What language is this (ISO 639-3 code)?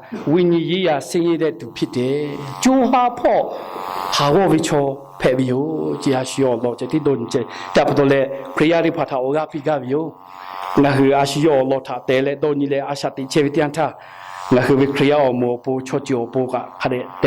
lhu